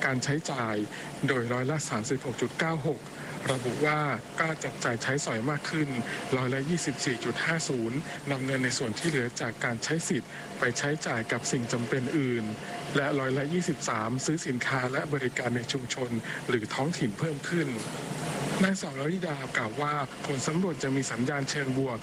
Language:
Thai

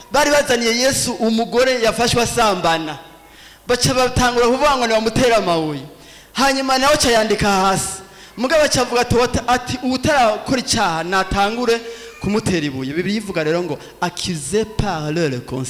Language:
Rundi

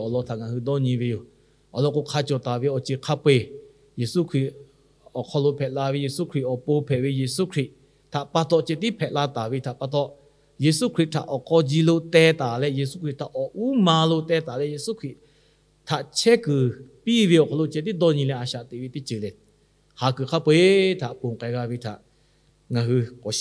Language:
Lahu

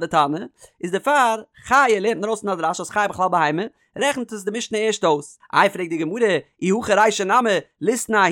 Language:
Yiddish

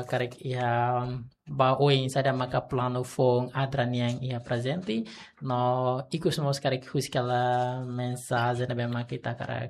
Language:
Tetum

